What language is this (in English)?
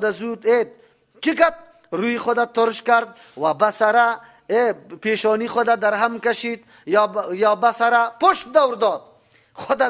Persian